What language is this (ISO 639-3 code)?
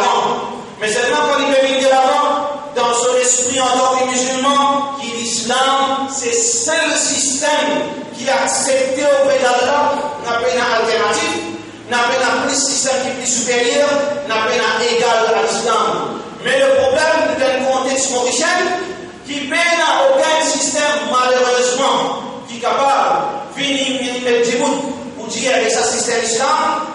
mfe